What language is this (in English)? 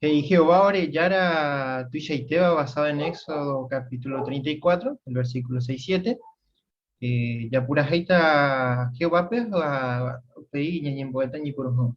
Guarani